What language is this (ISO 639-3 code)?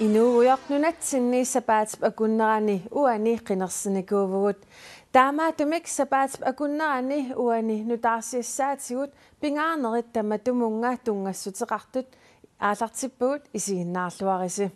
kal